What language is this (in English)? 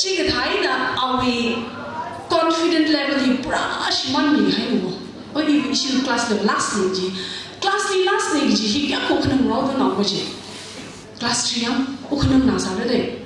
Tangkhul Naga (India)